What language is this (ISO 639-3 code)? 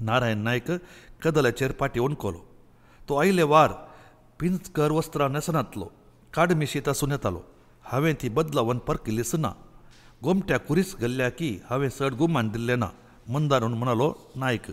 kok